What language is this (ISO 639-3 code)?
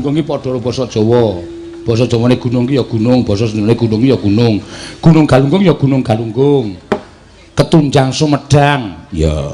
jav